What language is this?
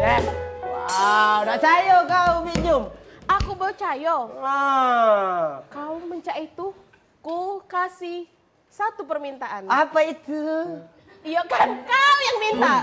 Musi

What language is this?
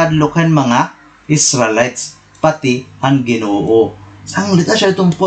Waray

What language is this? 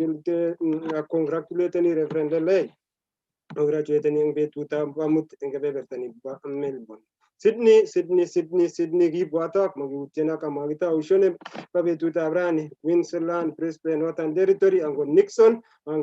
Kalenjin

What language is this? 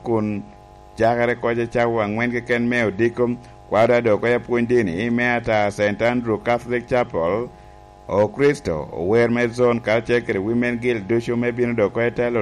Lango (Uganda)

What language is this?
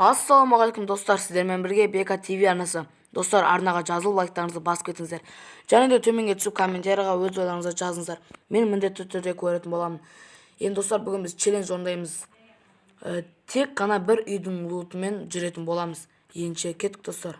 Kazakh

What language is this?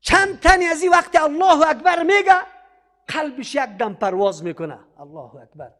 Persian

